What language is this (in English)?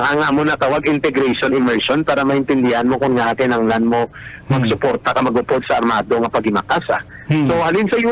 Hiligaynon